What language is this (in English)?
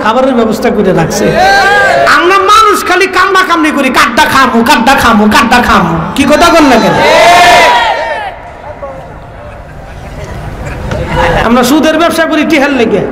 Bangla